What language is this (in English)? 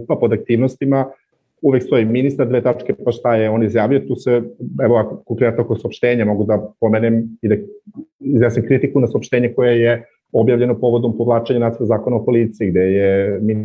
Serbian